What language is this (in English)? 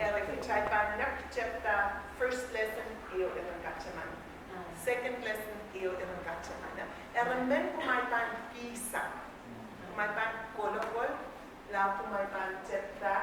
Pohnpeian